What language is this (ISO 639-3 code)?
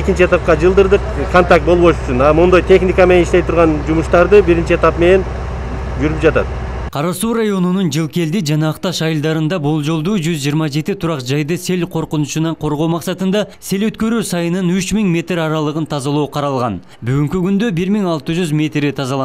kir